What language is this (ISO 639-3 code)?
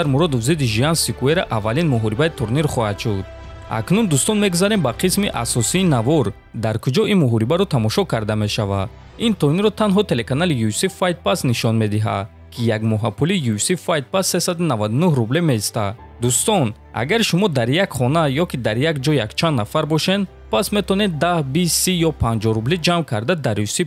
tgk